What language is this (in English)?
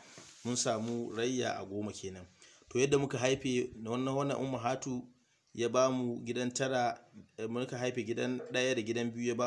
Hausa